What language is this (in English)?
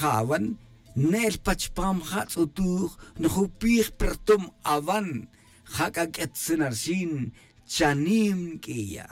Tz'utujil